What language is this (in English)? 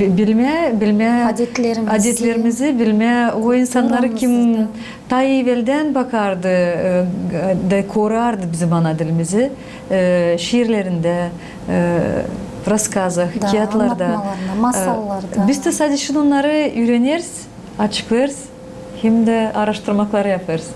Gagauz